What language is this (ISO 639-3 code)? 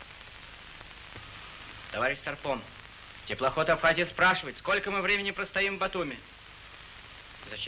rus